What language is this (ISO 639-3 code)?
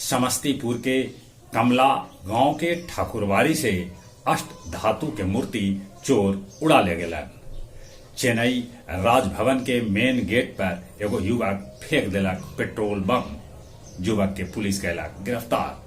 mag